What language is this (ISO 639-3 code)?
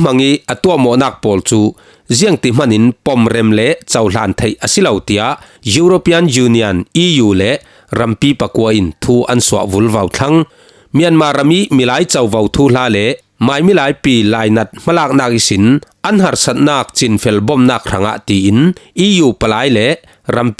cfm